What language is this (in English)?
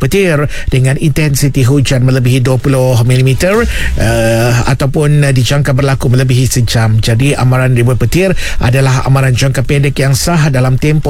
Malay